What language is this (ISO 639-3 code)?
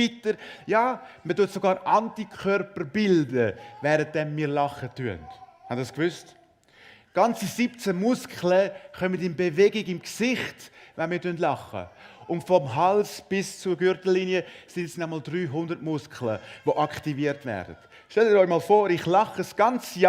gsw